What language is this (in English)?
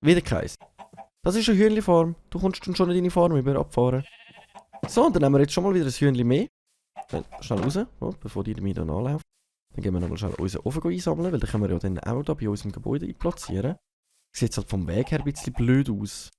Swiss German